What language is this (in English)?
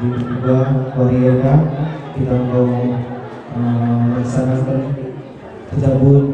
Batak Karo